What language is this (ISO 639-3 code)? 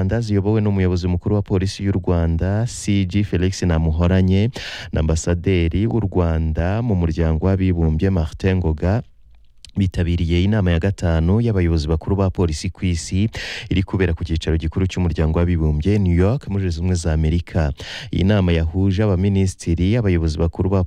kin